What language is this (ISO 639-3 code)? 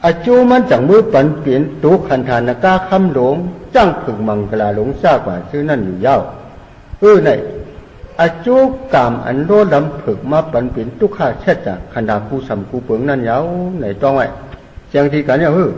shn